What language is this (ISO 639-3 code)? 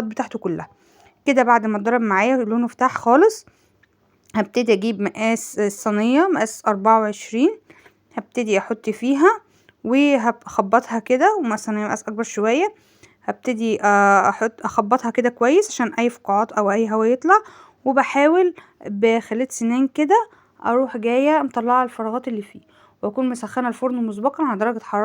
arz